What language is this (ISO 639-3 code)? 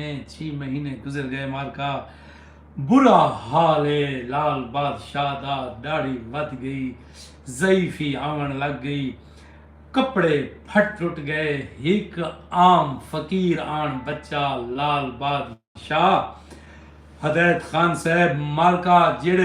skr